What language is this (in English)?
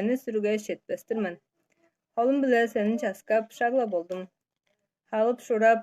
Tuvinian